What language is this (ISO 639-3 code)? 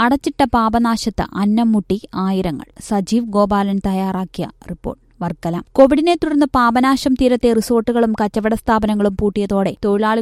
mal